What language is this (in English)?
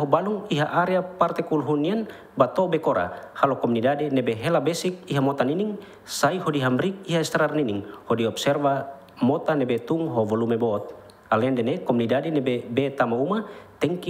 Tetum